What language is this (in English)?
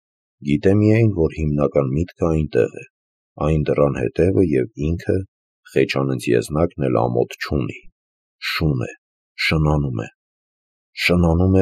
Armenian